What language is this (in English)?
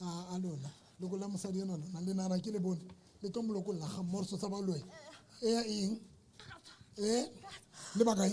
Southern Sotho